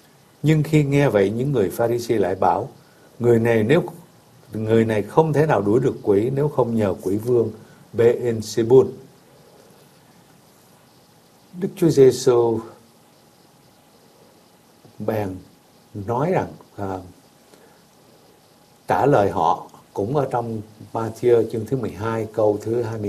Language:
Vietnamese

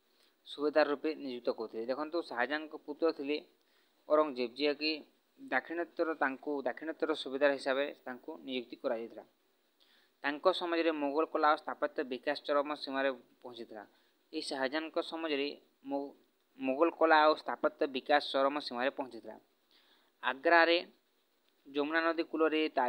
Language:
Odia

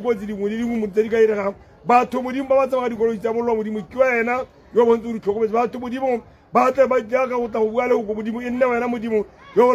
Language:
Tswana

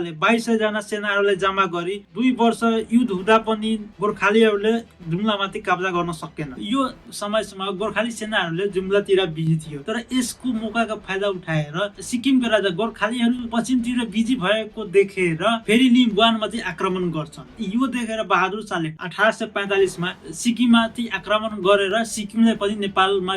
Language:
Nepali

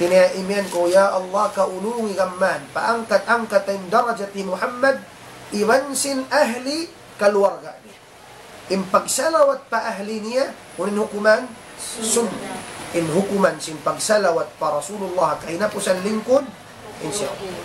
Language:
Tausug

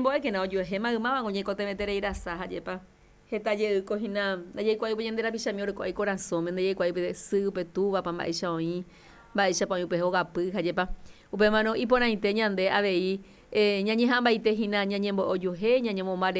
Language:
Guarani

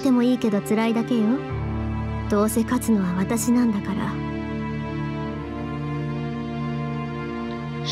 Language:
Japanese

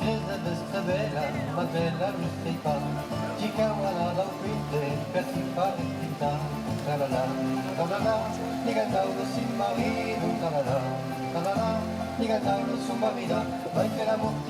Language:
Occitan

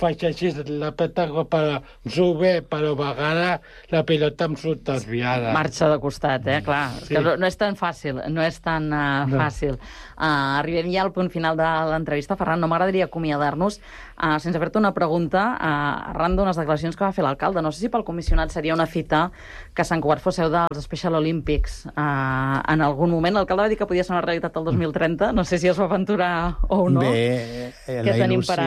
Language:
Catalan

